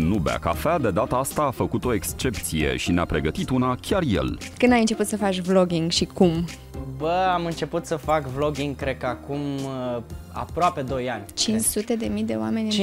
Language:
Romanian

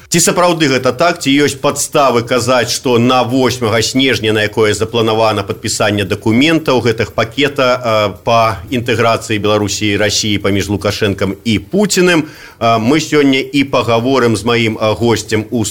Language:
Belarusian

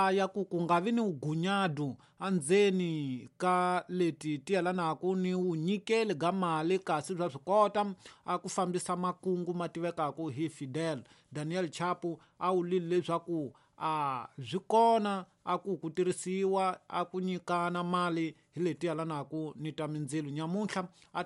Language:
Tsonga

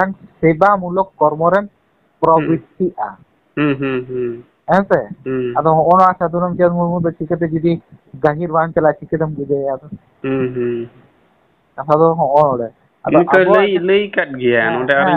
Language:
Santali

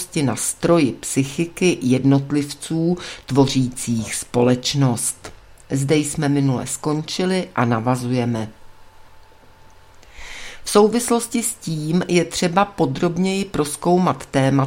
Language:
Czech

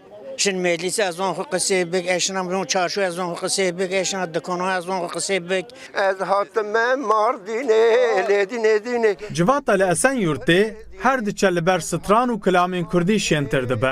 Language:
Kurdish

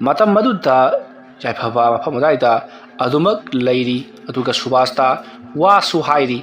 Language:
Manipuri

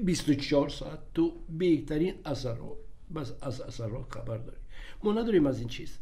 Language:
Tajik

